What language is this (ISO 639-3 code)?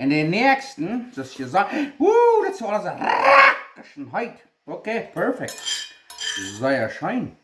pdt